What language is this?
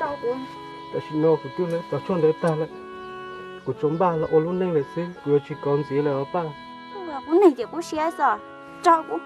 Hmong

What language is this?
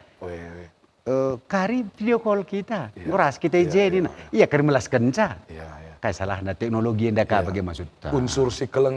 Batak Karo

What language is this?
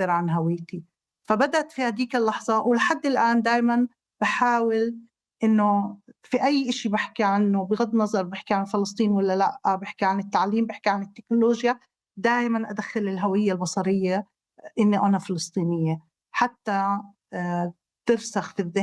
North Levantine Arabic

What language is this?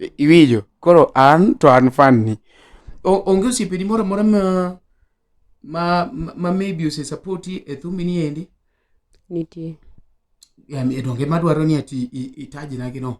Luo (Kenya and Tanzania)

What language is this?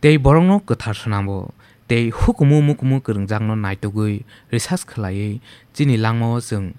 Kok Borok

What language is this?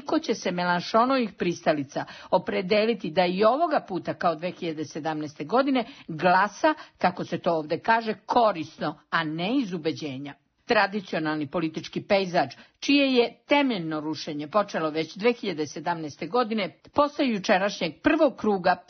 Serbian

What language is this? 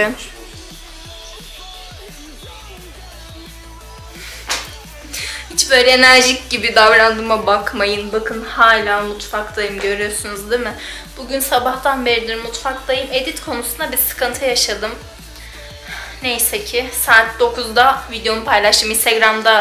Turkish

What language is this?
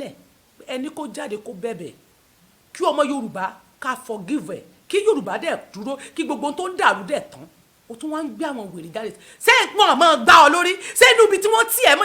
Yoruba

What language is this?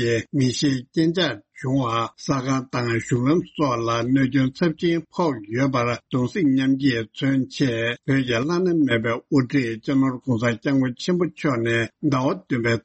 Tibetan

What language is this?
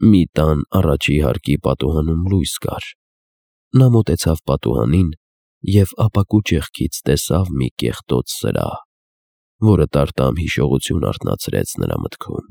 Armenian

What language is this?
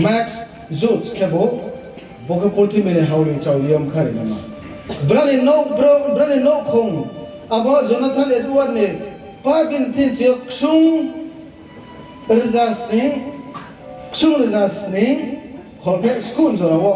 Riang (India)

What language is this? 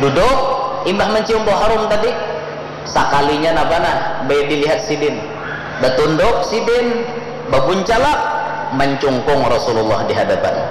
Banjar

